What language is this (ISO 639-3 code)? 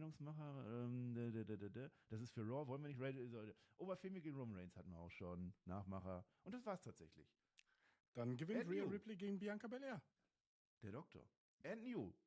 gsw